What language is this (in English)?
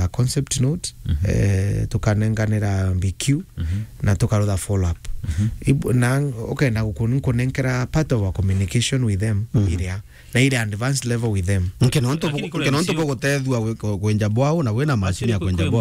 Meru